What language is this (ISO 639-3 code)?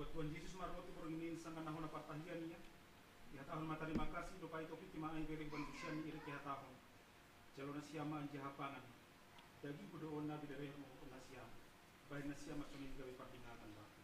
bts